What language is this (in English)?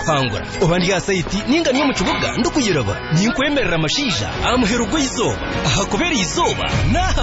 Kinyarwanda